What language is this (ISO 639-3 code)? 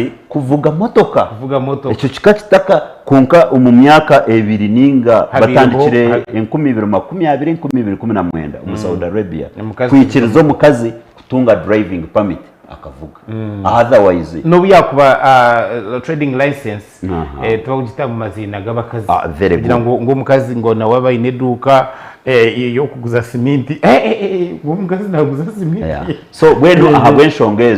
nyn